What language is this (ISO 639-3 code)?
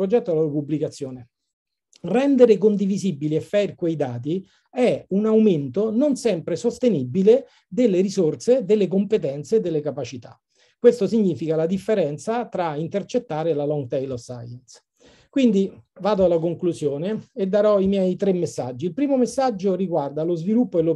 ita